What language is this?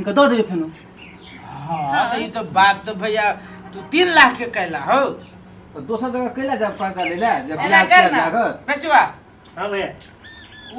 Maithili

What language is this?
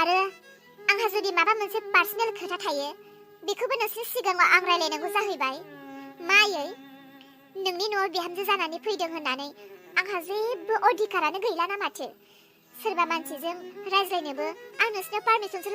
Bodo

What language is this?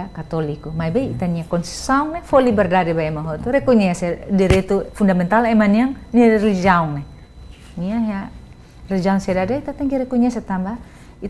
Tetum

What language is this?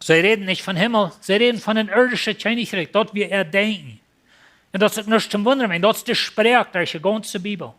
Plautdietsch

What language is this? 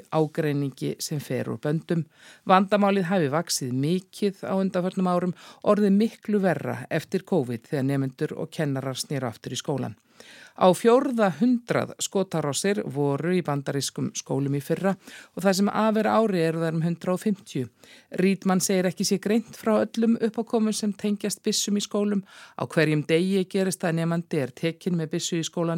Icelandic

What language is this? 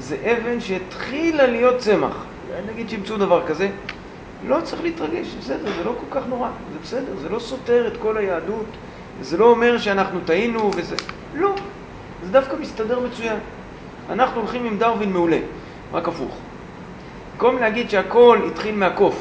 Hebrew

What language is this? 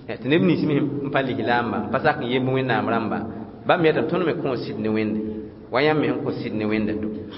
Mossi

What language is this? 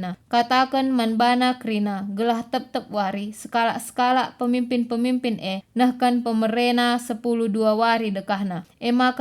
Batak Karo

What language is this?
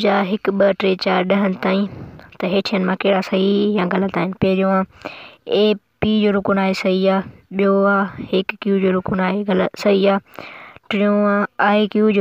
Sindhi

